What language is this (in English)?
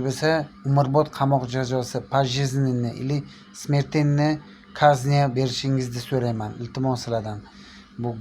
Uzbek